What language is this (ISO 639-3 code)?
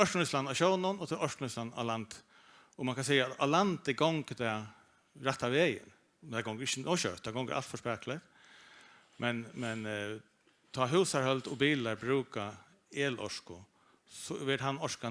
fao